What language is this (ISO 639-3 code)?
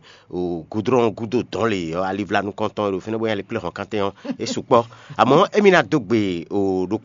fon